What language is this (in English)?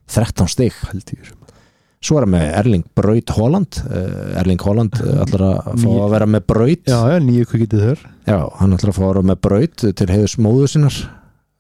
Icelandic